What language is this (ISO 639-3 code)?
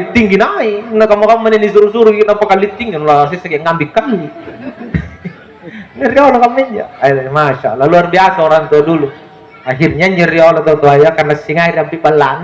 mak